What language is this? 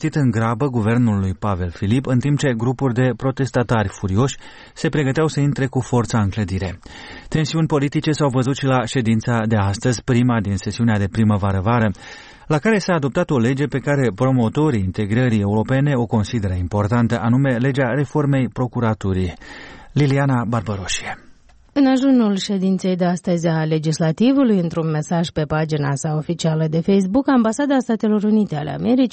Romanian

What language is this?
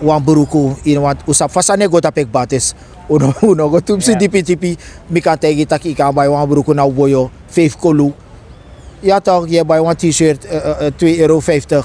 Sranan Tongo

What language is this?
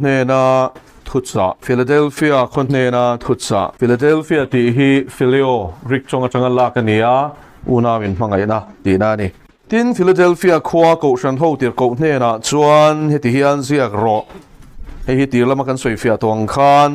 Mizo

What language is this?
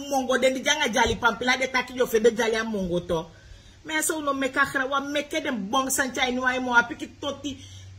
Sranan Tongo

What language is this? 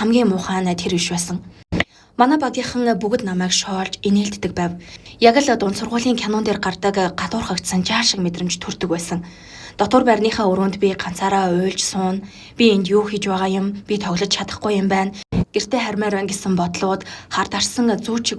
Mongolian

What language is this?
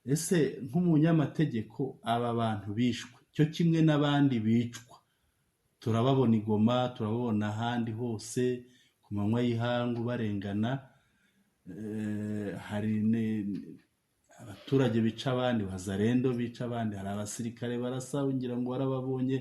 Kinyarwanda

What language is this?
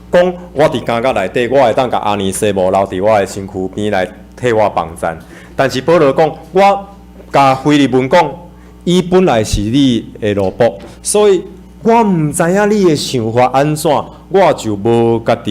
Min Nan Chinese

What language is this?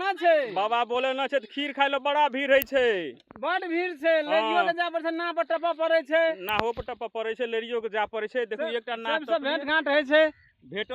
Maithili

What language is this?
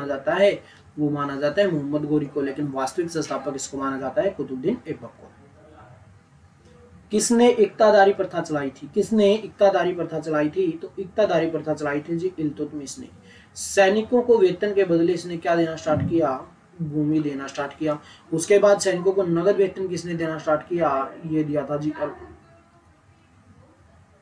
Hindi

